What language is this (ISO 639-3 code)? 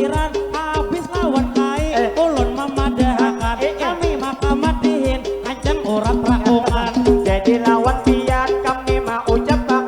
bjn